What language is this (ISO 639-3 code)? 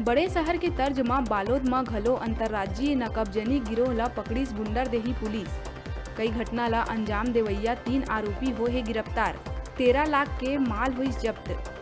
hne